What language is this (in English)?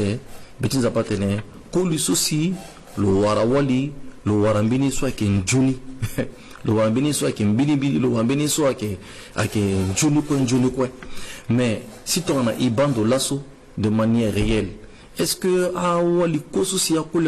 Sango